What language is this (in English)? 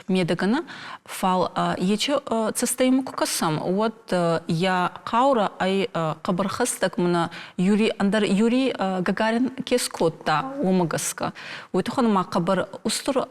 Ossetic